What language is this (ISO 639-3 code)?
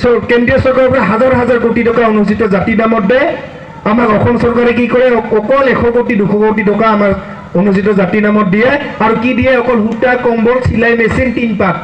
asm